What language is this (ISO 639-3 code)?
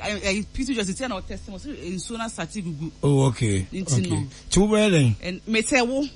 aka